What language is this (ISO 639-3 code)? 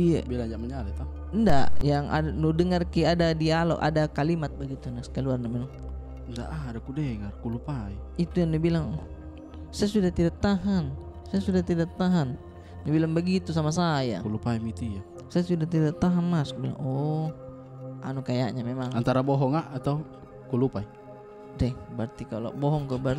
mfp